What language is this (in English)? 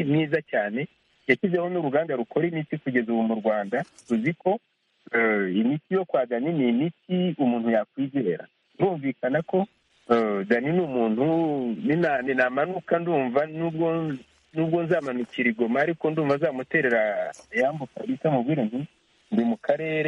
Kinyarwanda